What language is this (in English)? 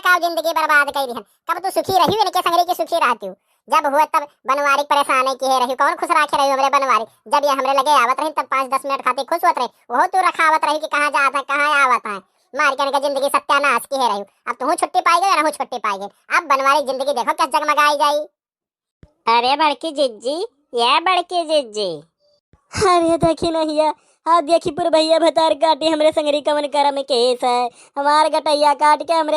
Awadhi